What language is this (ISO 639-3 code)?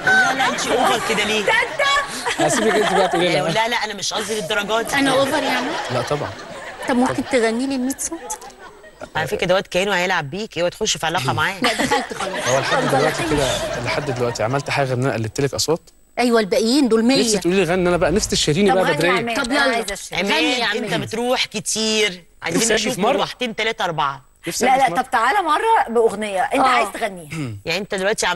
arz